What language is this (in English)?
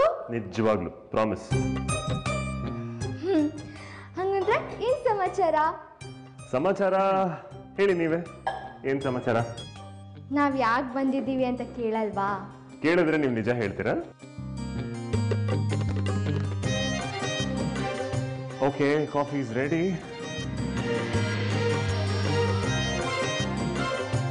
Kannada